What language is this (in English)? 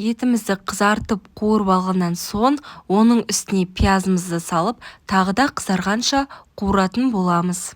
Kazakh